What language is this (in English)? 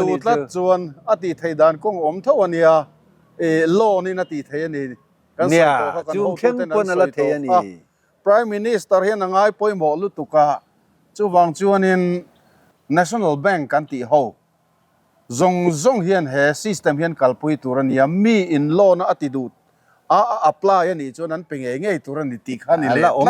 Mizo